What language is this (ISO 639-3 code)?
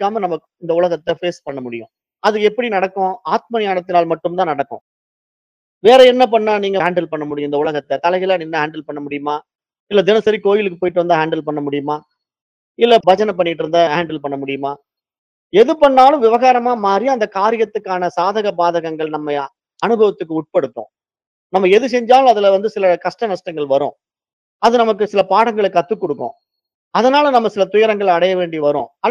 tam